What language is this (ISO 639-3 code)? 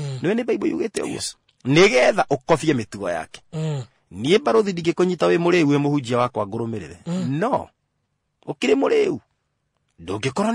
kik